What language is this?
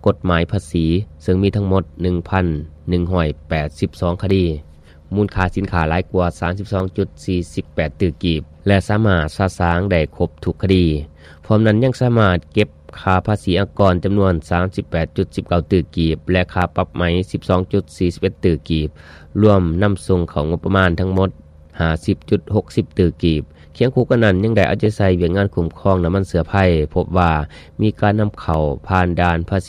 Lao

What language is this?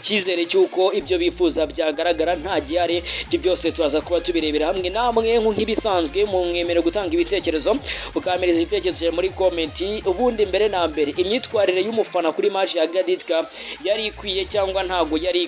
Kinyarwanda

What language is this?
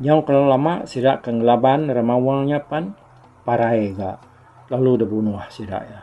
Iban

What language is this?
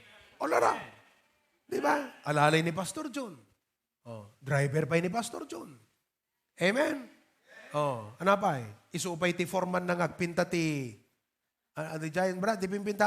Iloko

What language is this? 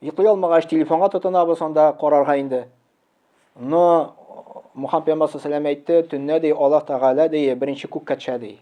Tatar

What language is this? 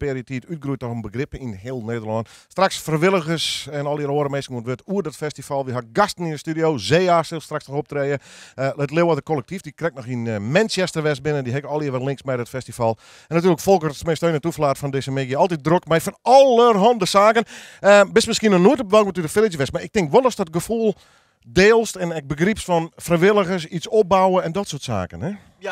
Western Frisian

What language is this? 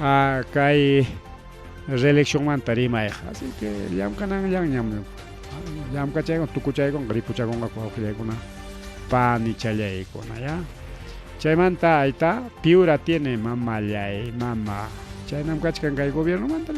Ayacucho Quechua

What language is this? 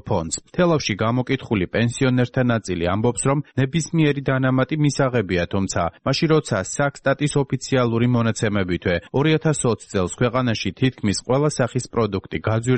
Georgian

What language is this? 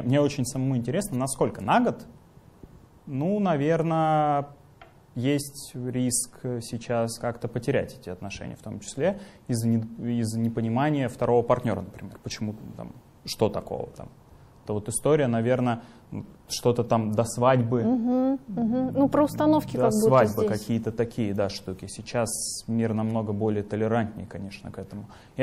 Russian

